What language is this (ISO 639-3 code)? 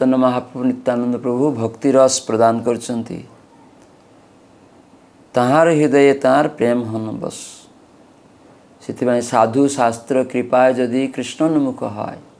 ori